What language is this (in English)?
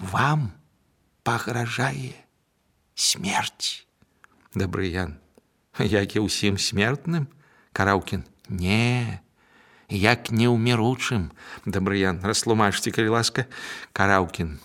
Belarusian